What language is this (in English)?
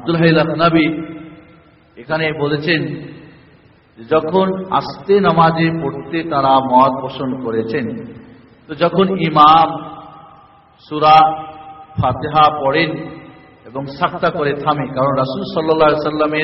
Bangla